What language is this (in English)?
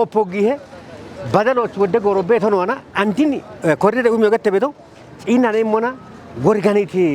Kafa